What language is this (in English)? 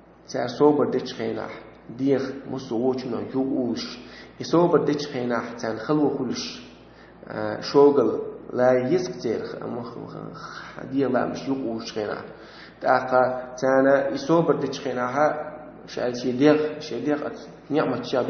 Chechen